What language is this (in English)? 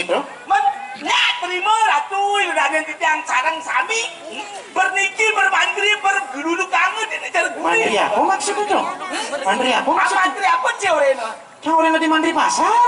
Balinese